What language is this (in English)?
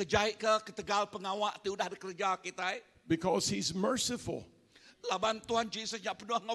Iban